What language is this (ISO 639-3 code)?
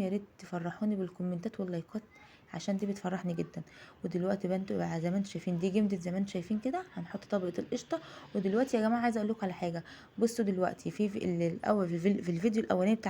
arz